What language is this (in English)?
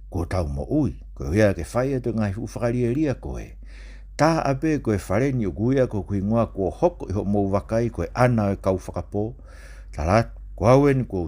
Tongan